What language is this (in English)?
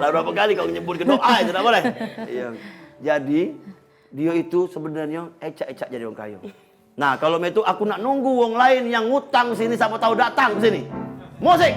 Musi